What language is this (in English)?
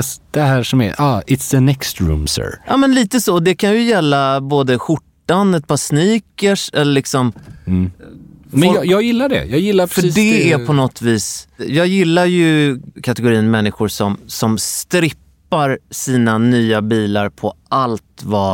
Swedish